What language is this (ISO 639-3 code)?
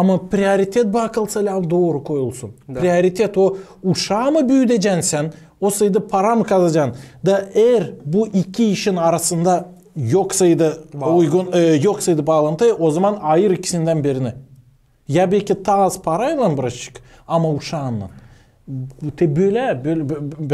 gag